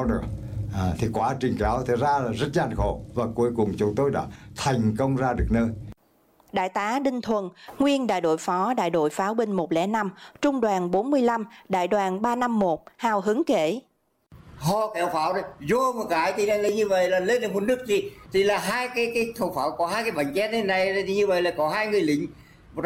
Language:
Vietnamese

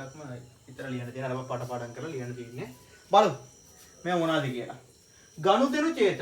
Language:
Sinhala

